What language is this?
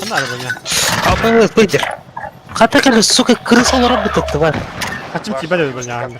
Yakut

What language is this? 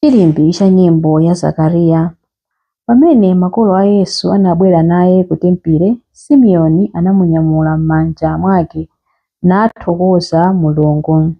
Nyanja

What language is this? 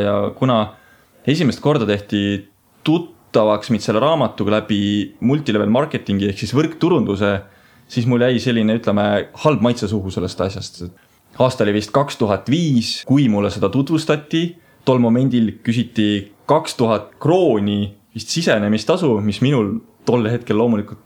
Estonian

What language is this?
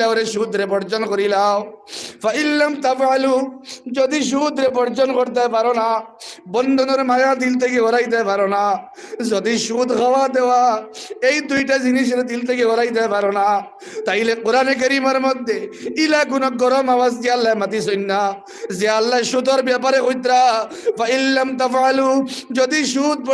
Sylheti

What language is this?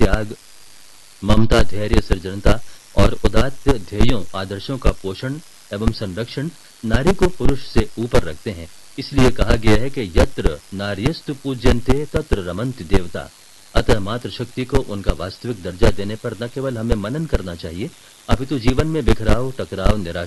Hindi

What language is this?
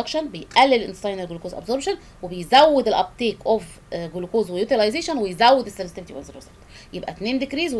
Egyptian Arabic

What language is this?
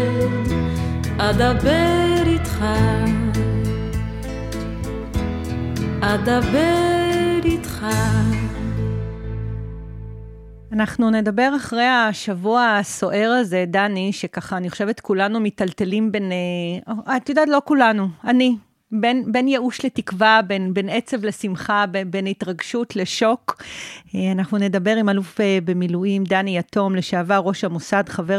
Hebrew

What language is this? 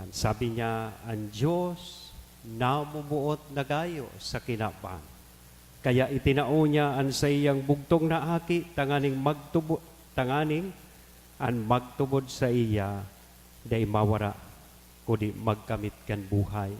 Bikol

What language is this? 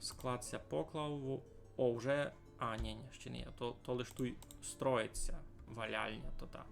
Rusyn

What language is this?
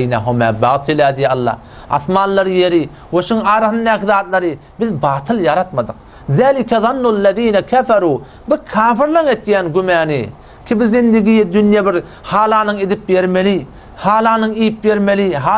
Turkmen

